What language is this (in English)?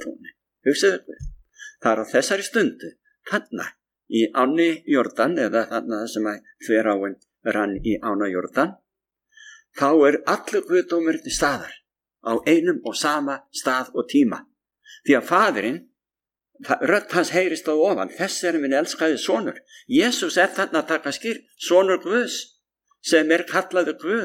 Icelandic